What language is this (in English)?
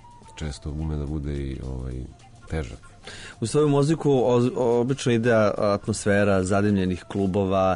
Serbian